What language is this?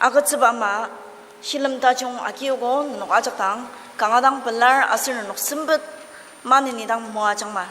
Ao Naga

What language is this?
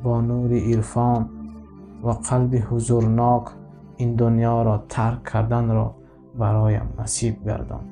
Tajik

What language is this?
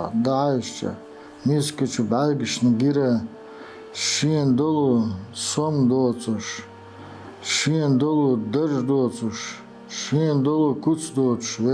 Chechen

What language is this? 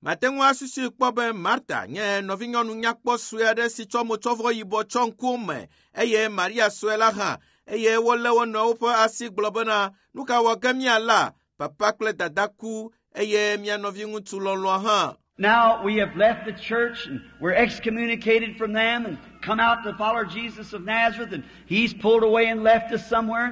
Ewe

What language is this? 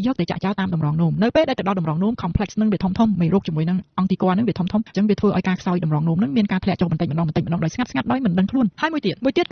Khmer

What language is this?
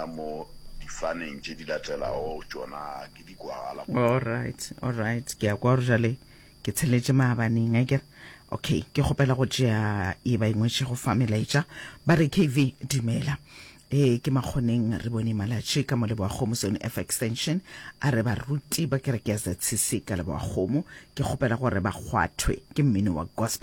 Northern Sotho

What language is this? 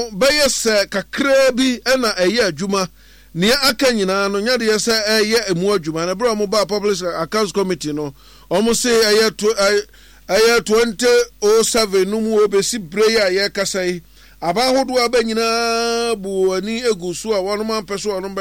Akan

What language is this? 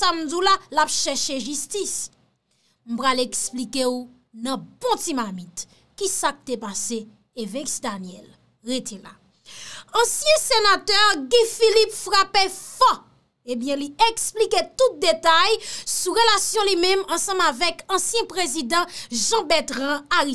Haitian Creole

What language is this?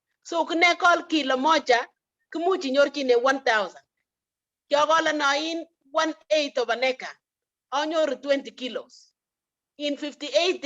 Kalenjin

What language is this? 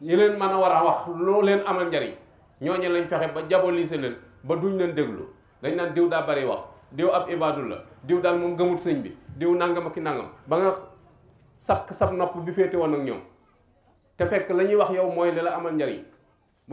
Wolof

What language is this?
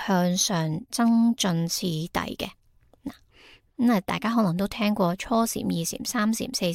Cantonese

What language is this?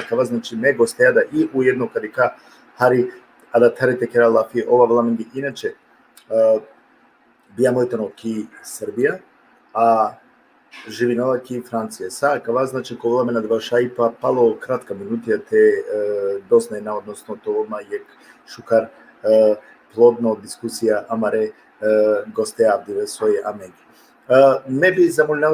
Balkan Romani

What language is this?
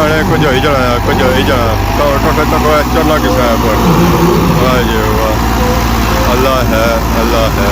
Pahari-Potwari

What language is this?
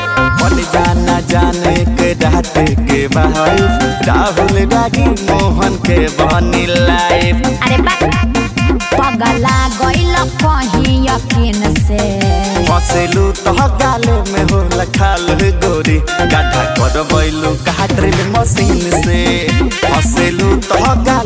Bhojpuri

